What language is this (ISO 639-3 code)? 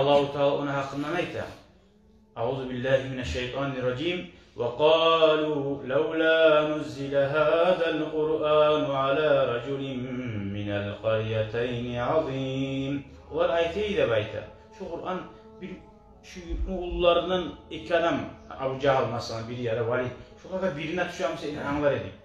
kum